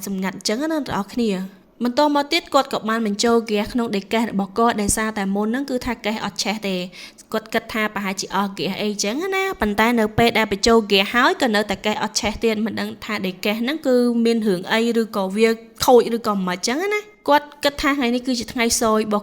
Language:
Khmer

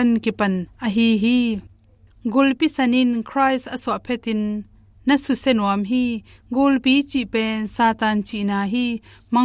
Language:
Tedim Chin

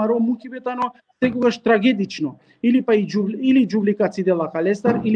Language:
Balkan Romani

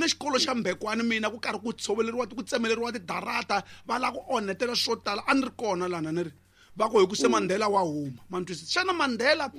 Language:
Tsonga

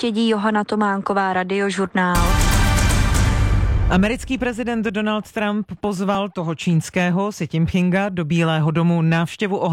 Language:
Czech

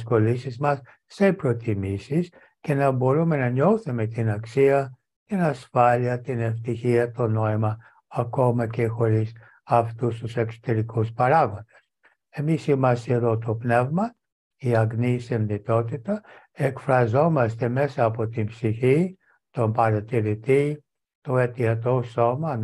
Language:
Greek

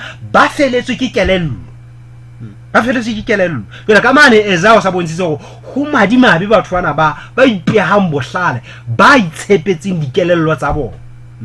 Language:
Southern Sotho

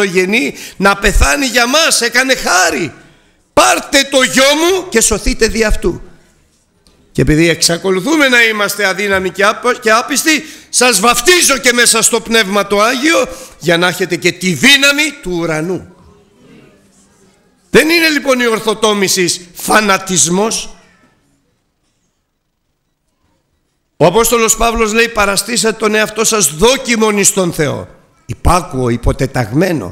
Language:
Greek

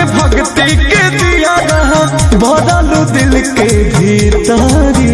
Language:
Bhojpuri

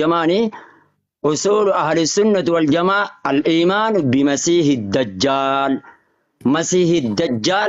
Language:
Oromo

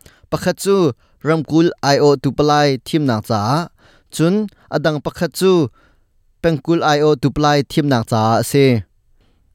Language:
Hakha Chin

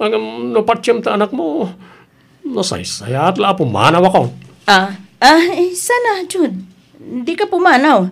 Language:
Iloko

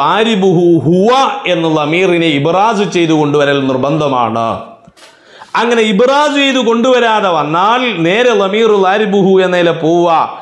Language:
Malayalam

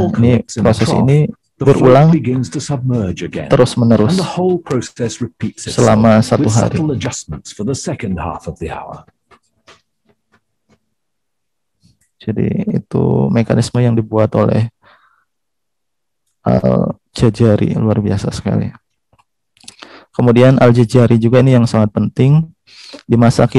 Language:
Indonesian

